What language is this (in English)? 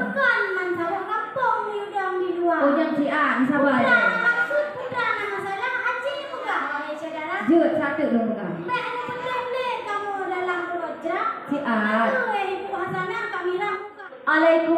Achinese